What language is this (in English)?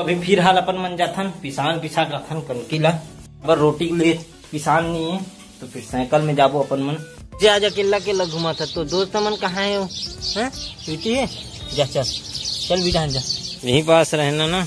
Chhattisgarhi